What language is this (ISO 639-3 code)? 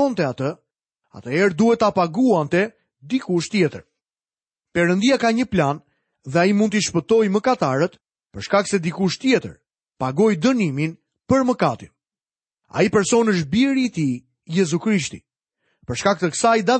sqi